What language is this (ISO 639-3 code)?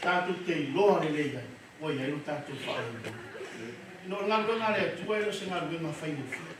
smo